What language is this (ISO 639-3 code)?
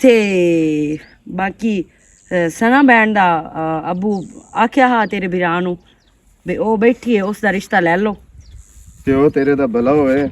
lah